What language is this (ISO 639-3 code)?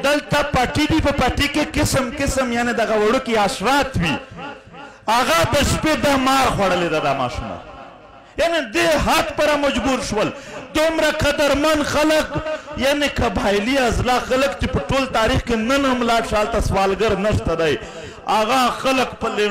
pus